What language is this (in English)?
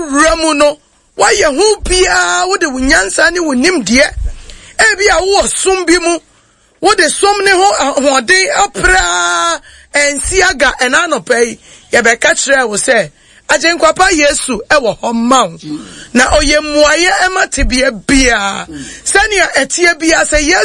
Akan